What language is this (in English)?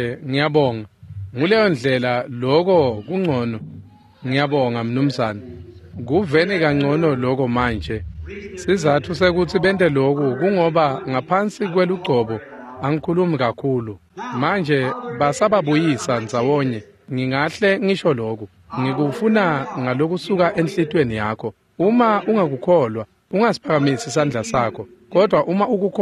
Swati